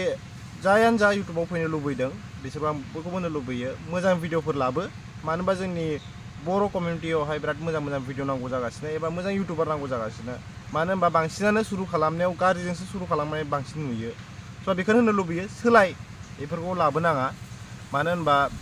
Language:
Bodo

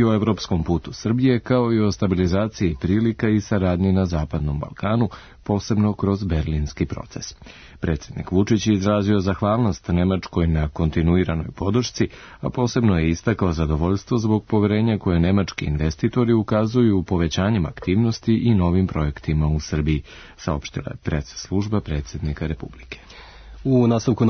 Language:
Serbian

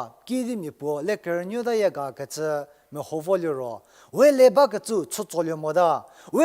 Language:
Angami Naga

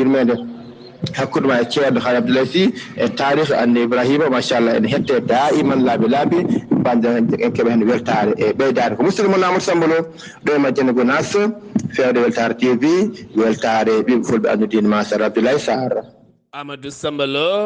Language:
Fula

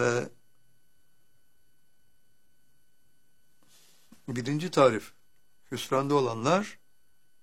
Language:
Turkish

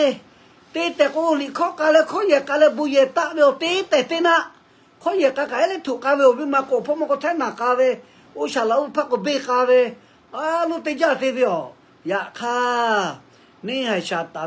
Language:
Lahu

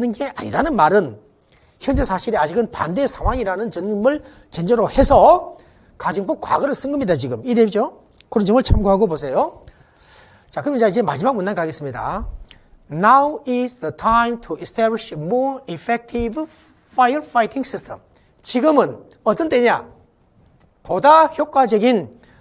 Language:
Korean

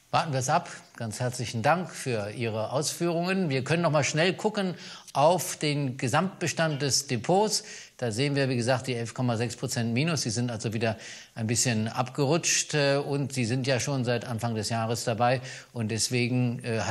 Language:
German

